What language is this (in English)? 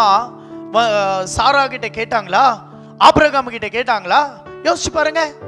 Tamil